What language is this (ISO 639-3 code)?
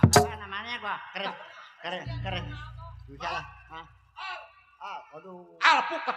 bew